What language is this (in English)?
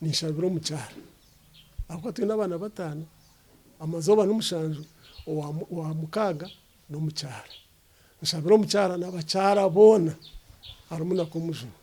Nyankole